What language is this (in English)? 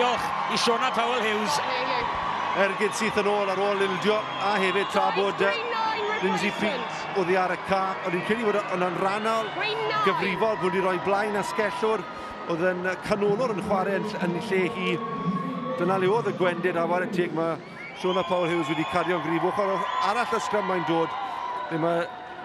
Welsh